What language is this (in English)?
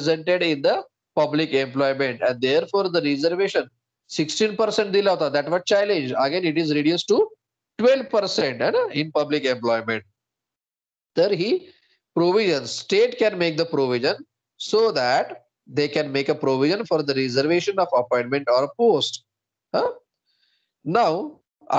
Marathi